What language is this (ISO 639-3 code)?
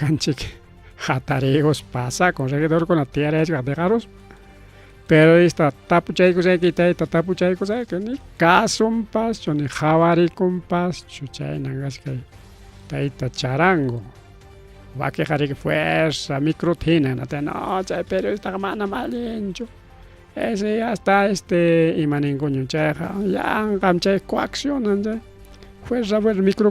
quy